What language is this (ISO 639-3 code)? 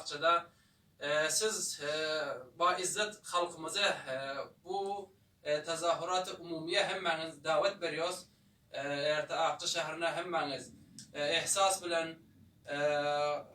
tuk